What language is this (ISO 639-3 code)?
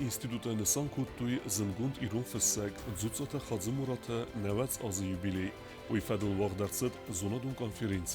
oss